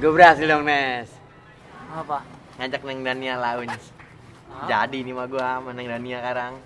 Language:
Betawi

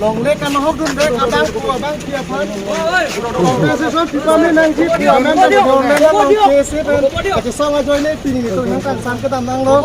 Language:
Karbi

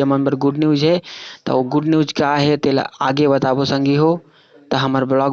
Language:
Chhattisgarhi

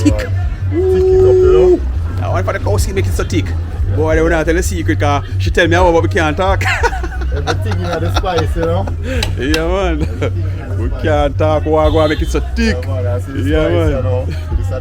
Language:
Jamaican Creole English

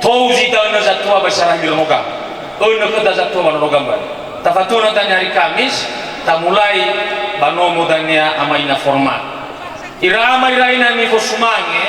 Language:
Nias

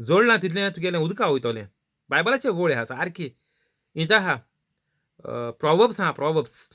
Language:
Konkani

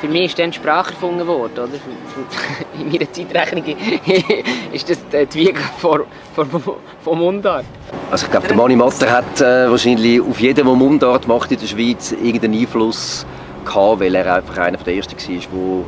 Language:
Swiss German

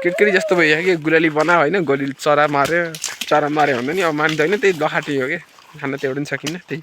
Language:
Nepali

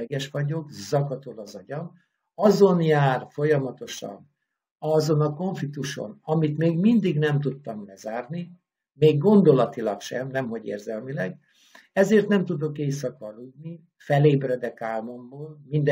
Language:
Hungarian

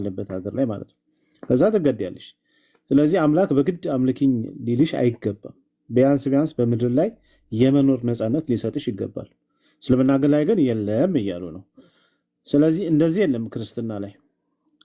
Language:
Amharic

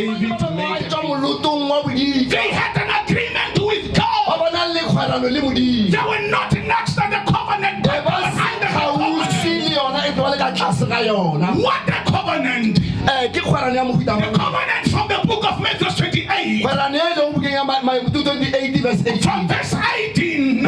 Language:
Northern Sotho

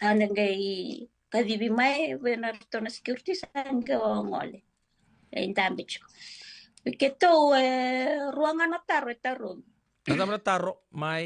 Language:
Fijian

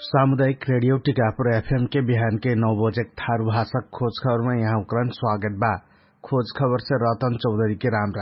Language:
Dangaura Tharu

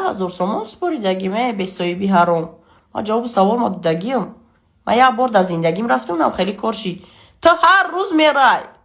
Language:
Tajik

